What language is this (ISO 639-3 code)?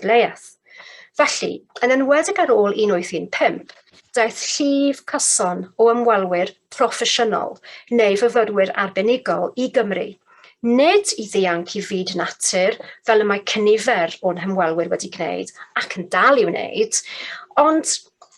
cym